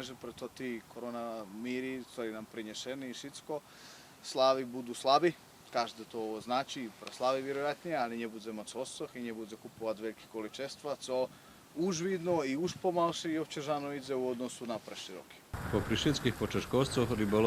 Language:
Rusyn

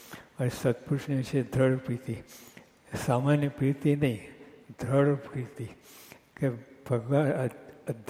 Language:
Gujarati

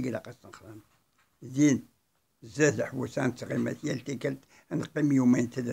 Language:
Kabyle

